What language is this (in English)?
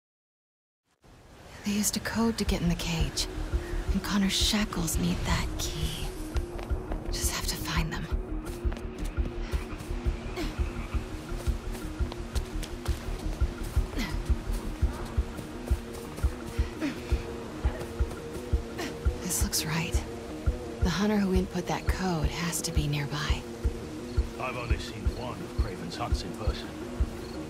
English